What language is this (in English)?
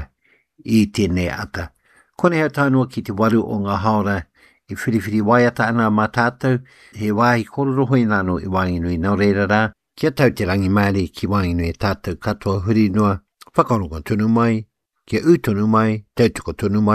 Māori